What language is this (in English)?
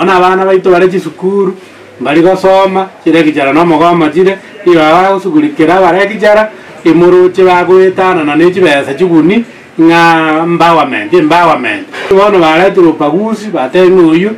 Gusii